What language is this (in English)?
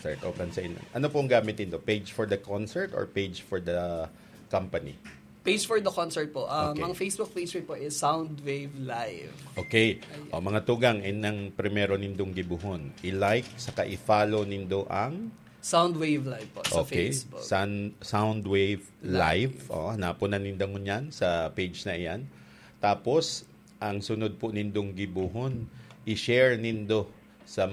Bikol